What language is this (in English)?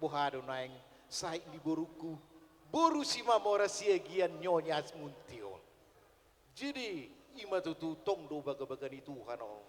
Batak Toba